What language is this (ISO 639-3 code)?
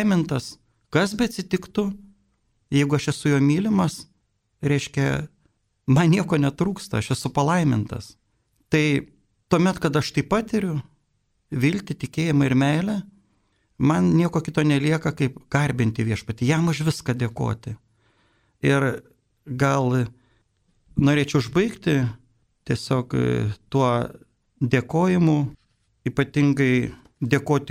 lit